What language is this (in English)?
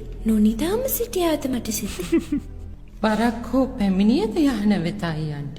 Sinhala